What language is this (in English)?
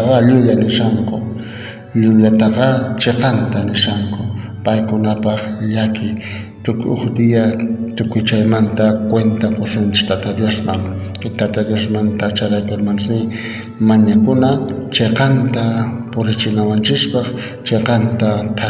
South Bolivian Quechua